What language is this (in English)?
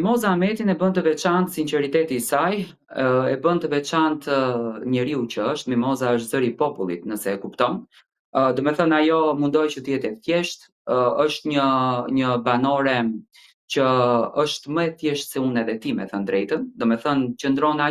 Albanian